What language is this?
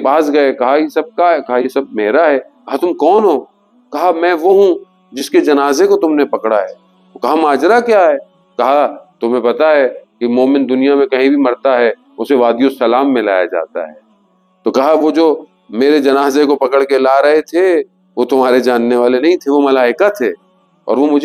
Urdu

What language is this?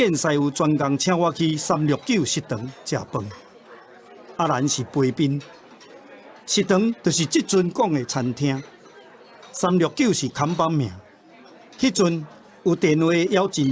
Min Nan Chinese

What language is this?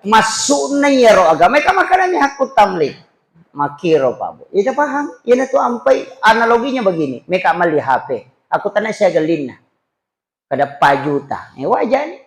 Buginese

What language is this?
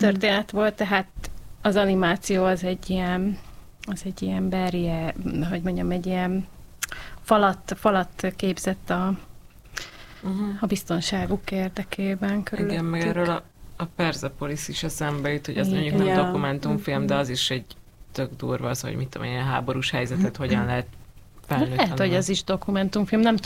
Hungarian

